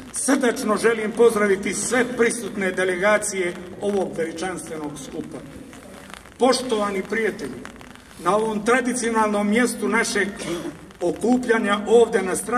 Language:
Serbian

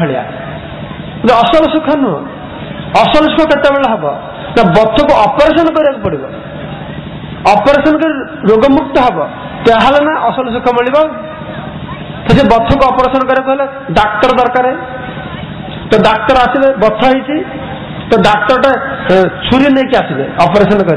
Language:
Odia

